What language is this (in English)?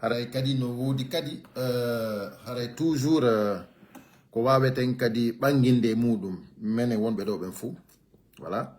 Pular